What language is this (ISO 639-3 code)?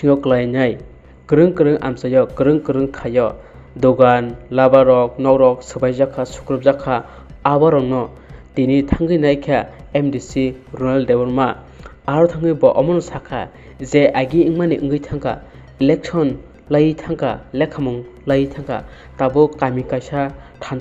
trp